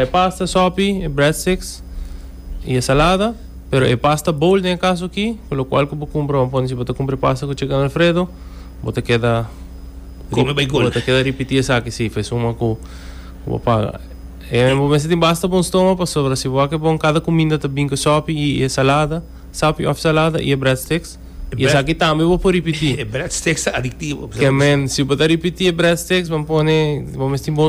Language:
Papiamento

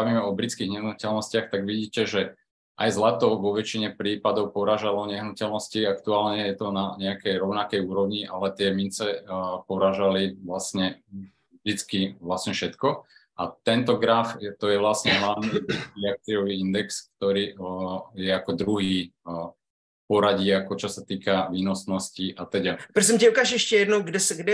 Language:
Slovak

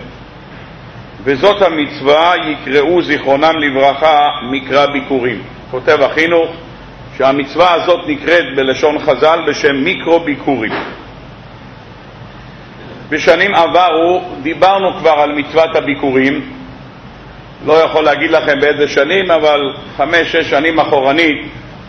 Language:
Hebrew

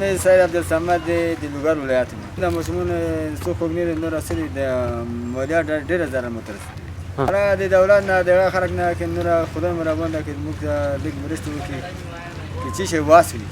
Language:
Pashto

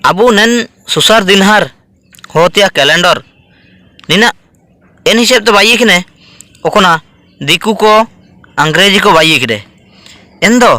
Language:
Ho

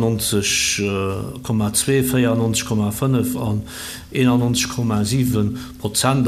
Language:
Luxembourgish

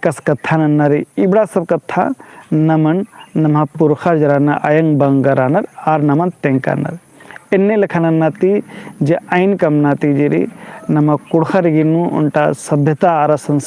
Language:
Kurukh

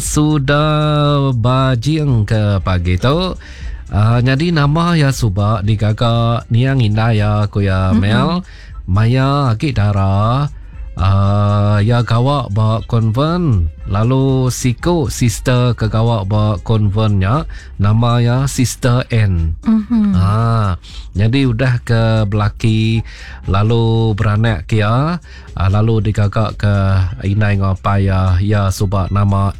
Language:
Iban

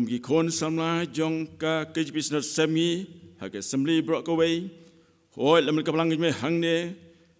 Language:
Khasi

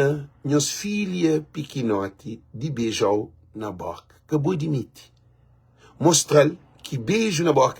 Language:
Kabuverdianu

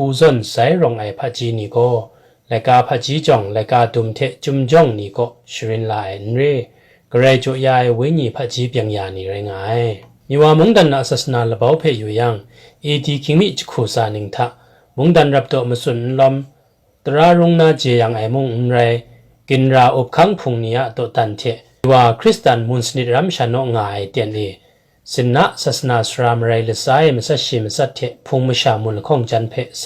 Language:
Kachin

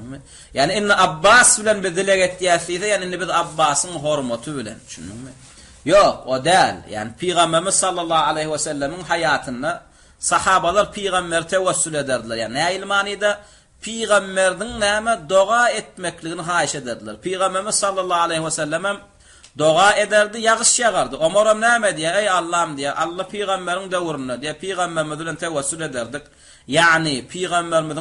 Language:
Turkmen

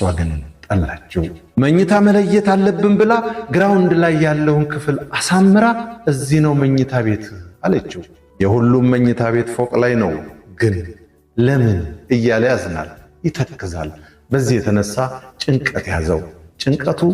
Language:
Amharic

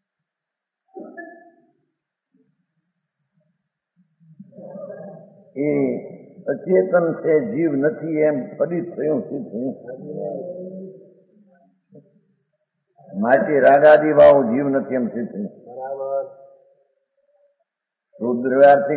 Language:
Gujarati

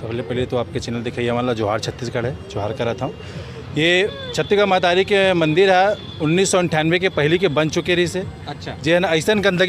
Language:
Chhattisgarhi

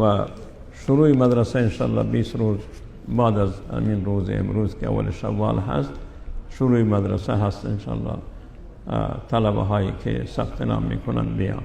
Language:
Persian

